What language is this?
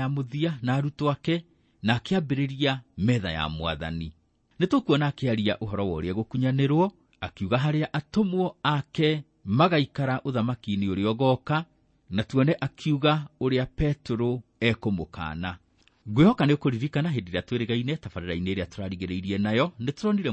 Kikuyu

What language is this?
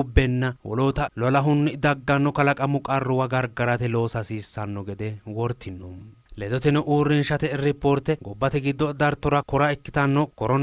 Sidamo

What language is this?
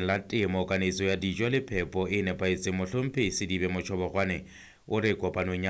Southern Sotho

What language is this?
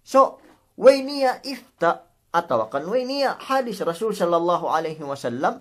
Yakan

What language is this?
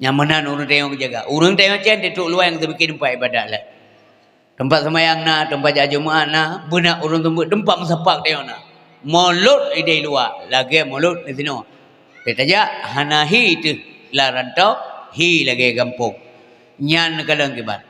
Achinese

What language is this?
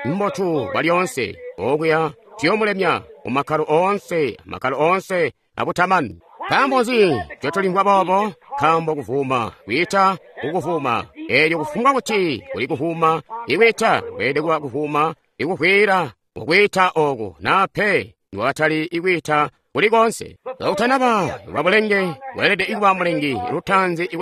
Tonga (Zambia)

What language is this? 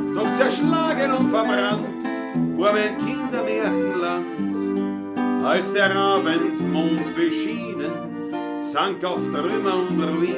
Bavarian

